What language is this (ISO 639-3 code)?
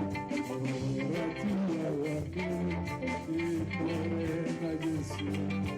tsn